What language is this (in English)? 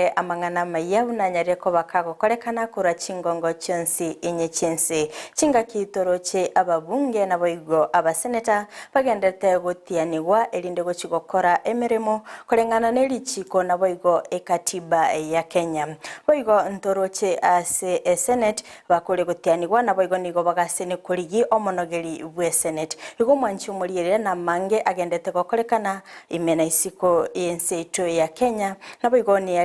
Gusii